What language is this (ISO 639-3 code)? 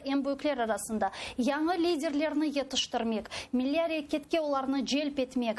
crh